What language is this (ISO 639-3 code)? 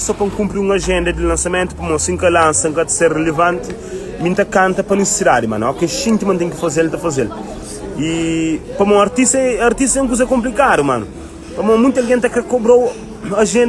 kea